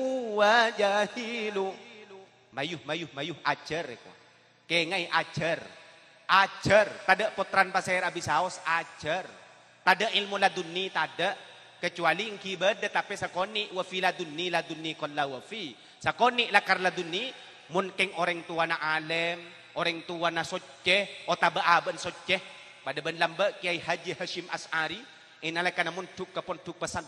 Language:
Madurese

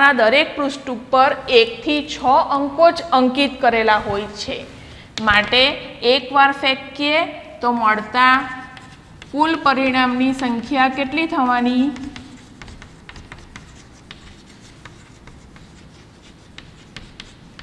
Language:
Gujarati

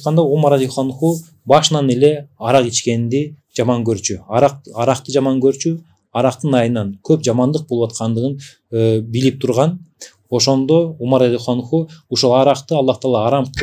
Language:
Kyrgyz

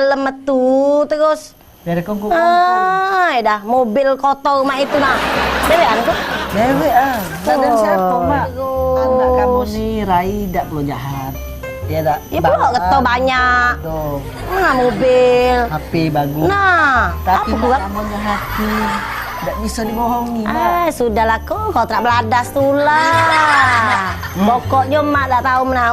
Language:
Musi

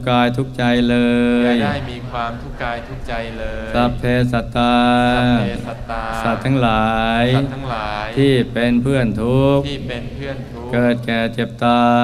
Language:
Thai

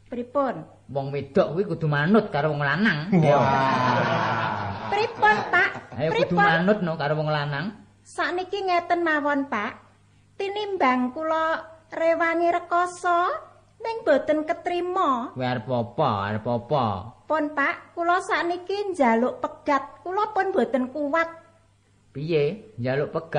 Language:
Javanese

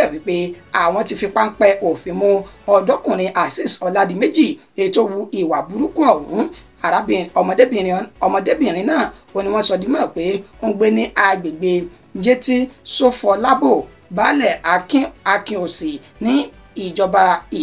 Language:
Yoruba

